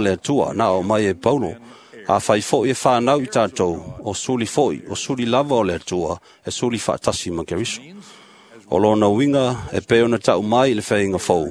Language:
Samoan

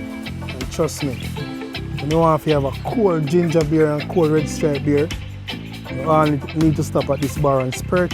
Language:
Jamaican Creole English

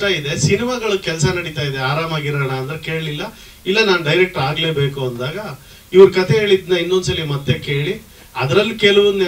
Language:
Kannada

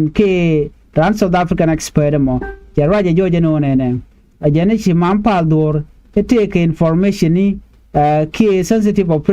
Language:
Nuer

